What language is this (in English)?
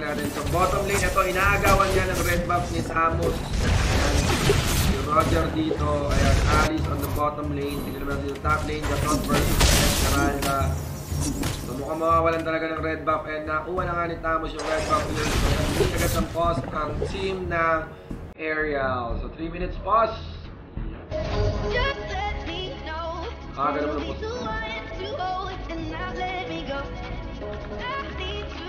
Filipino